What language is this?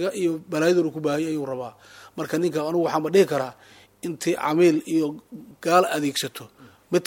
Somali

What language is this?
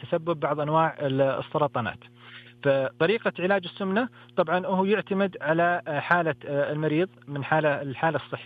Najdi Arabic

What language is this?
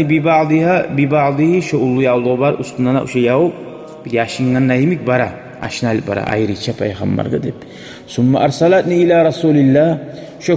Kumyk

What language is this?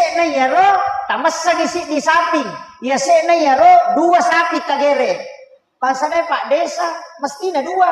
Buginese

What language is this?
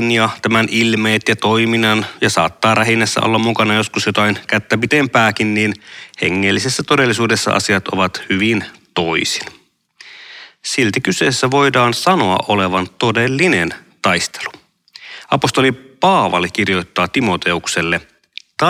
Finnish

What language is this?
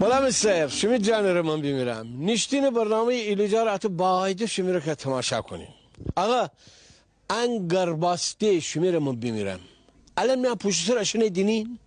Gilaki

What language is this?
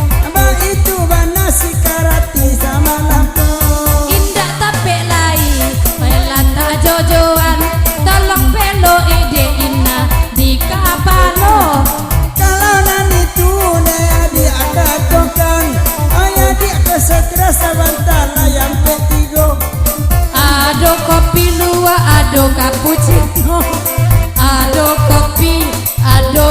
Minangkabau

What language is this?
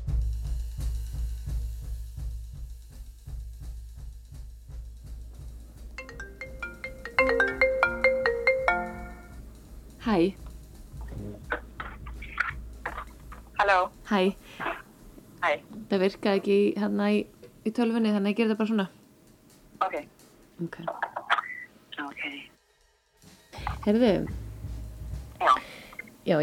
Icelandic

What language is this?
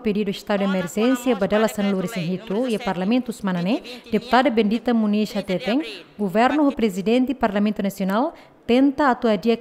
Tetum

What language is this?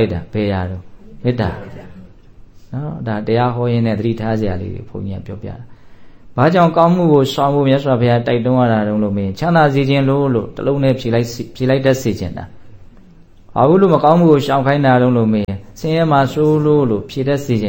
Burmese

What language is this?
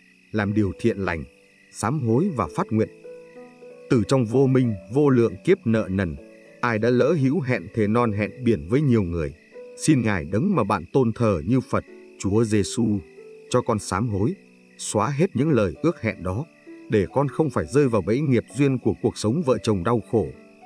Vietnamese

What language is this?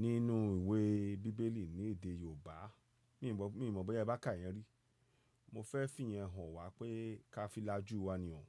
Yoruba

